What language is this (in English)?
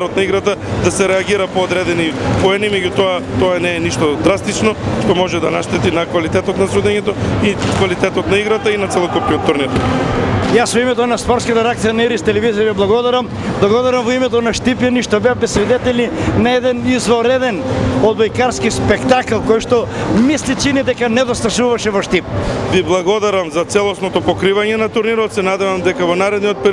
Macedonian